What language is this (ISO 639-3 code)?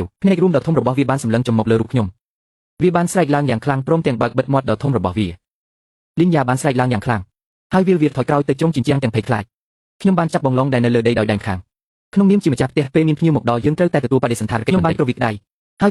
khm